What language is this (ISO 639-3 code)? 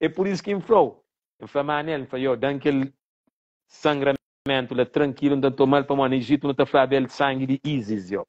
kea